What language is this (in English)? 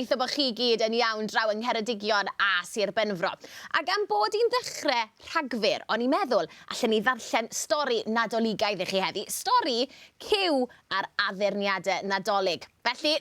Welsh